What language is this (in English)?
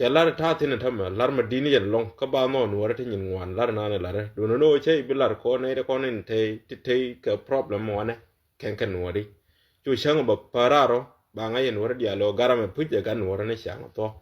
Nuer